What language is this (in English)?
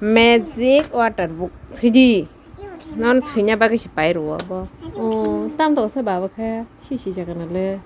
Kok Borok